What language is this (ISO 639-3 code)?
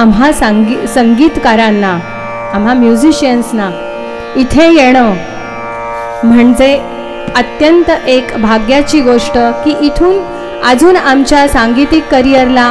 mar